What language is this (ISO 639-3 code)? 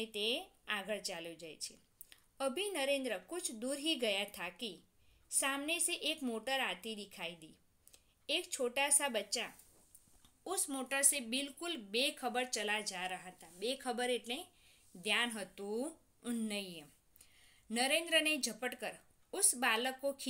guj